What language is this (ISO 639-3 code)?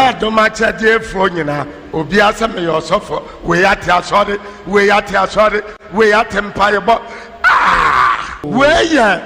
aka